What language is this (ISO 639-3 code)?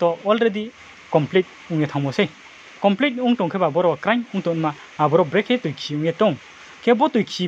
ria